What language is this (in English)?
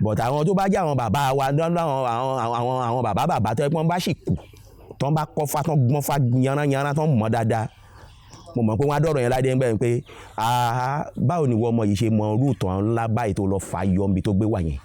Yoruba